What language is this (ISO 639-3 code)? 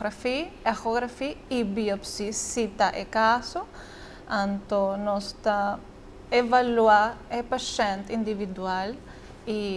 pap